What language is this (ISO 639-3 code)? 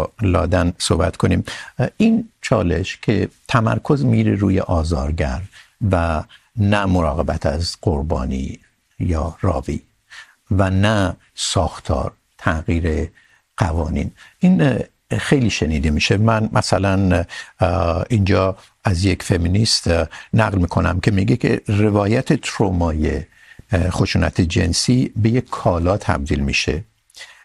fas